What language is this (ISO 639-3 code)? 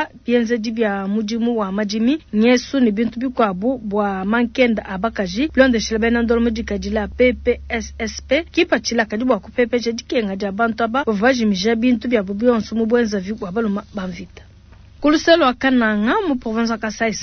lua